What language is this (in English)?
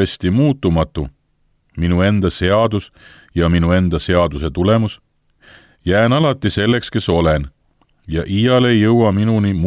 Estonian